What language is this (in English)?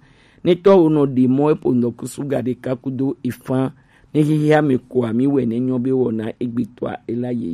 Gen